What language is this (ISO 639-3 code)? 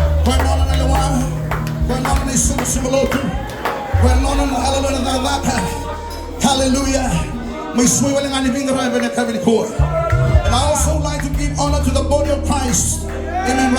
fij